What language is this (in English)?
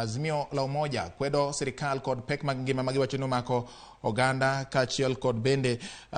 Luo (Kenya and Tanzania)